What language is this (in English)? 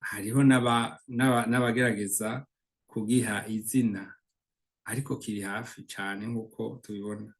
Rundi